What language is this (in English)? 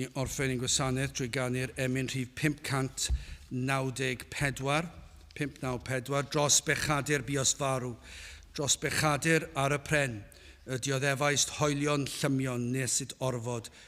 Welsh